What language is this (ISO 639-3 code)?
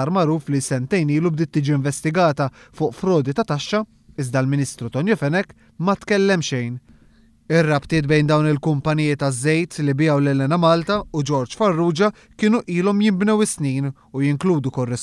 mlt